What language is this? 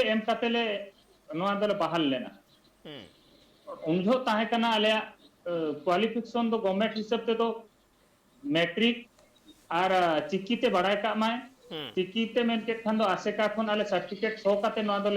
Santali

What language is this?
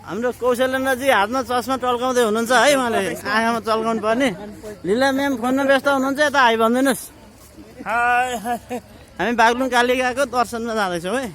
Nepali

